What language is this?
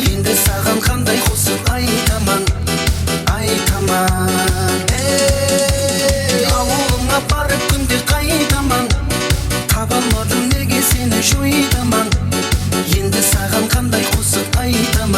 Kara-Kalpak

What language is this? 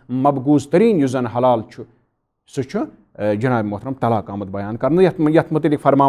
Kashmiri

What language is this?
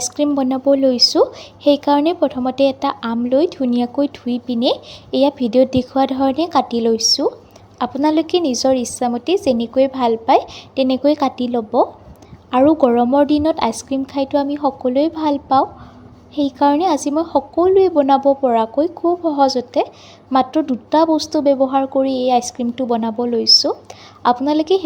Assamese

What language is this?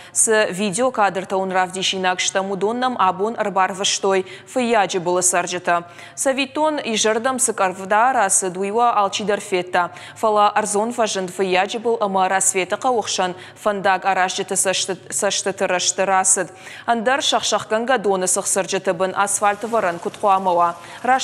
Ossetic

